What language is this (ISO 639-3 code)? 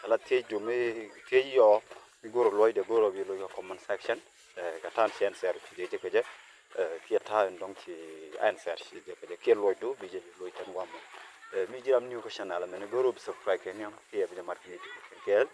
nus